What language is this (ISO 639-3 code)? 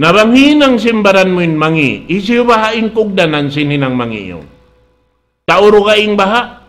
tsg